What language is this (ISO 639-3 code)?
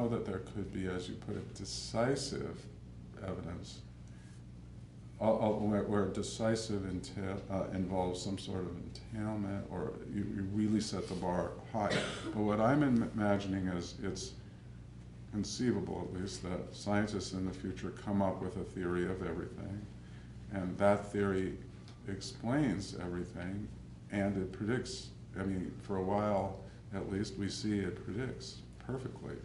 eng